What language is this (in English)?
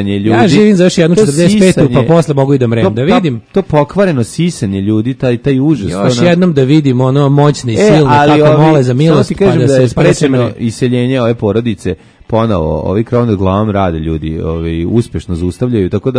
Serbian